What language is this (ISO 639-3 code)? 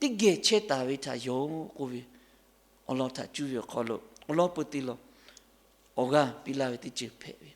lhu